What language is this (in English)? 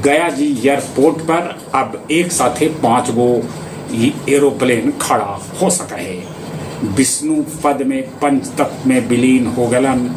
Magahi